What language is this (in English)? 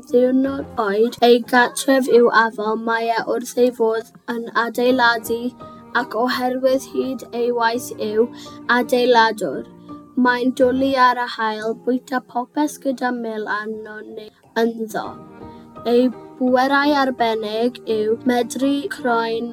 Welsh